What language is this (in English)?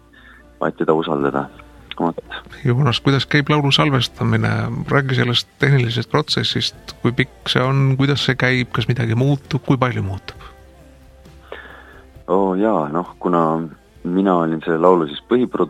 Estonian